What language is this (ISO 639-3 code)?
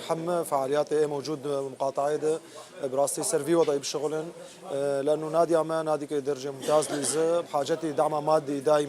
kur